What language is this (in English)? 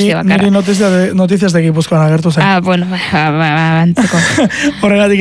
Basque